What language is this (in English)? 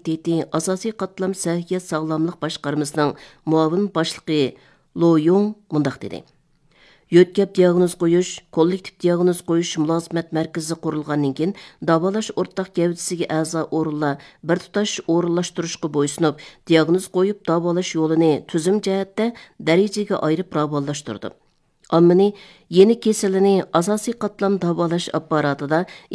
Uyghur